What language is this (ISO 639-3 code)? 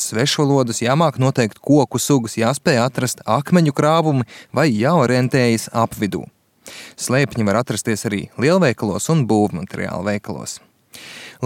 lav